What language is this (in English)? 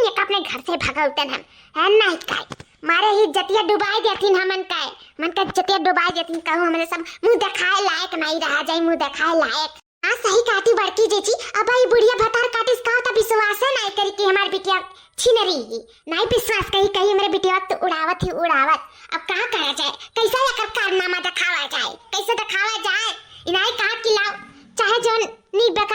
Awadhi